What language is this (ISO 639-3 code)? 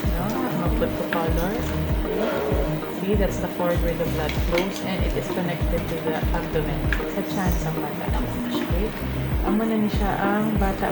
hil